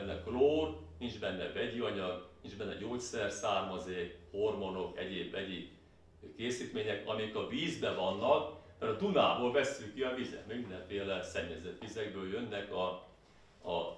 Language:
Hungarian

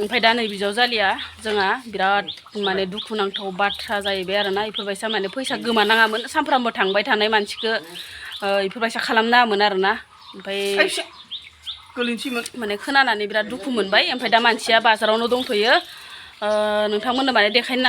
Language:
Bodo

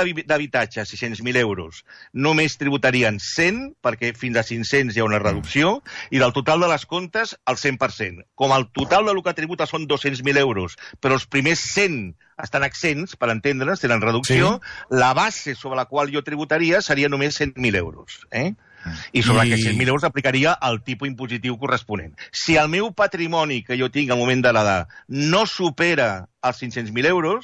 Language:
Catalan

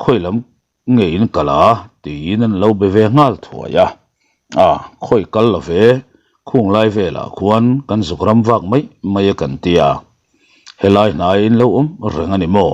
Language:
Mizo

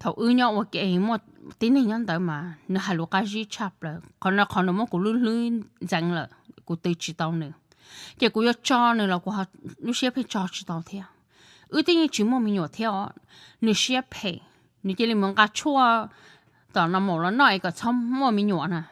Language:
Hmong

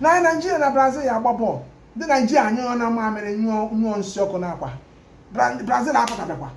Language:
Igbo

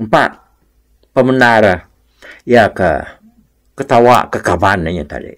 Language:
Iban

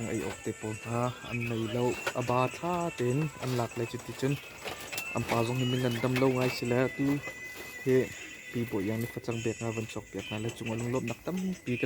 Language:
Hakha Chin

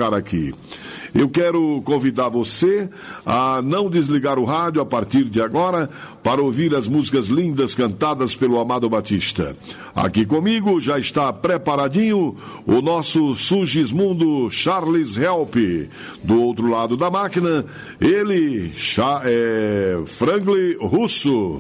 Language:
Portuguese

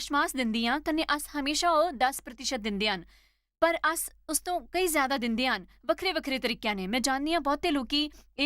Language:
Dogri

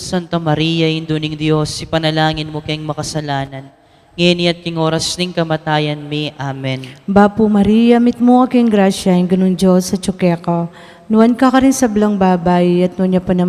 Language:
Pampanga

